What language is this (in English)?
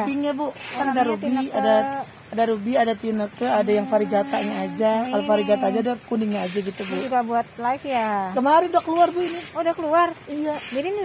Indonesian